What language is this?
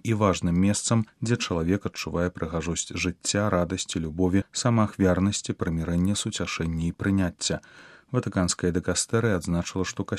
Belarusian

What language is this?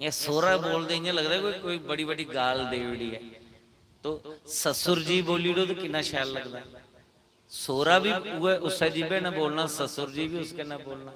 Dogri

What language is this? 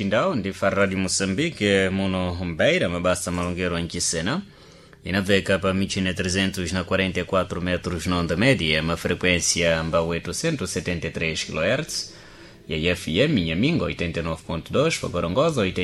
Sena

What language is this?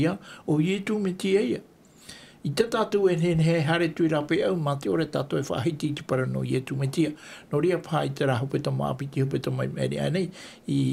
Tahitian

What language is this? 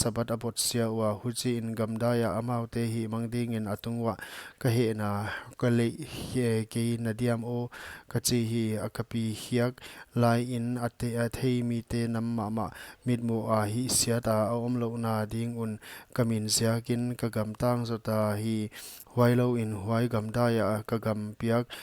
Paite Chin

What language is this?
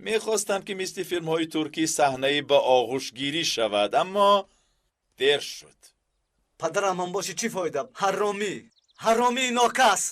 Tajik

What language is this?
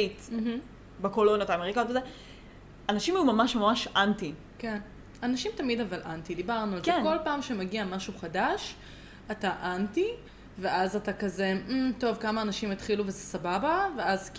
Hebrew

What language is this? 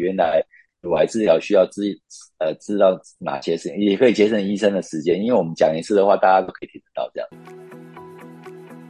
Chinese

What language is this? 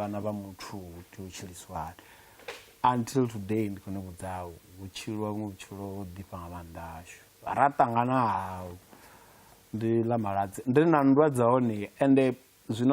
Venda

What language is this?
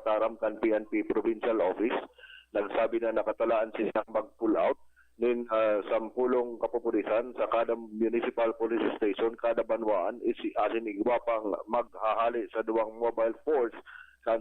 Bikol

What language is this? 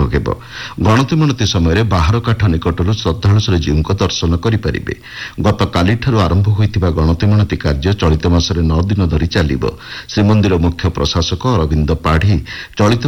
Odia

